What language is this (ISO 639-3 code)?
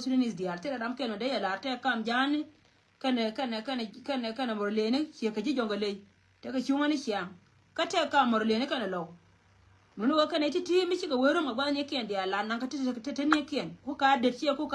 nus